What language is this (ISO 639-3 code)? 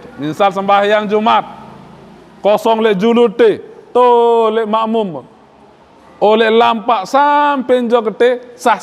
sas